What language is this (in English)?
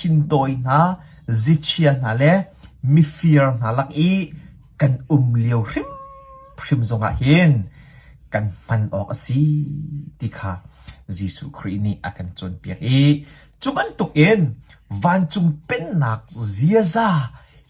Hakha Chin